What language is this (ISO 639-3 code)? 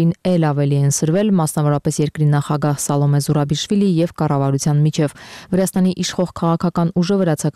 hye